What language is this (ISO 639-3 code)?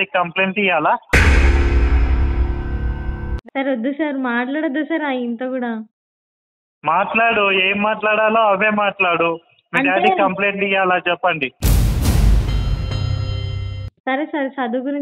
tel